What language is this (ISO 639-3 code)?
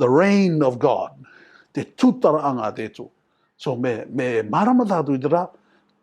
rar